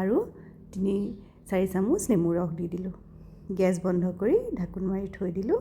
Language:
Assamese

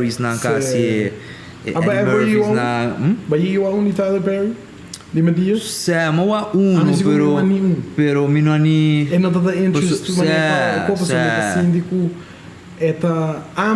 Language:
Papiamento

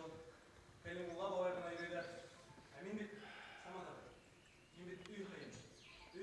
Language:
Bashkir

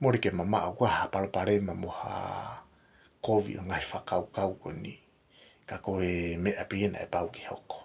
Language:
Tongan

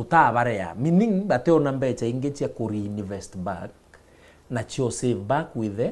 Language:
Meru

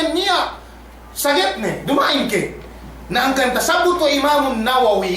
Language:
Yakan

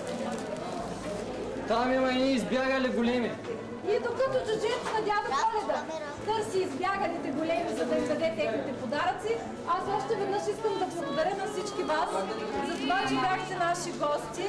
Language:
Bulgarian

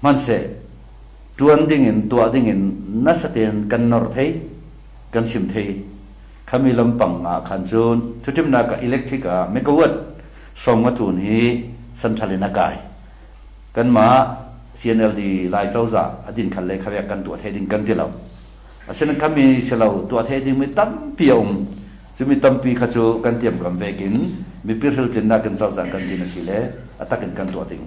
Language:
Hakha Chin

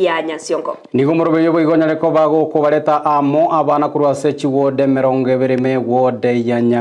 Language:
Gusii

